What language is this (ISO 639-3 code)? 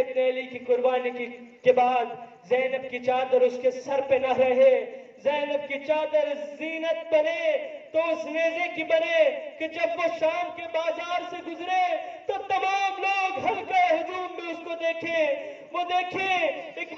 urd